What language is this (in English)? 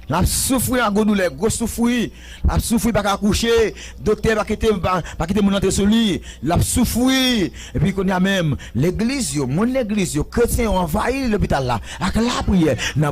Haitian Creole